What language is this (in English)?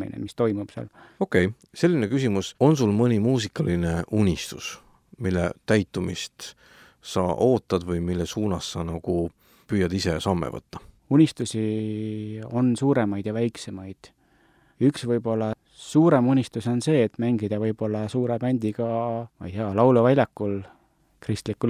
Estonian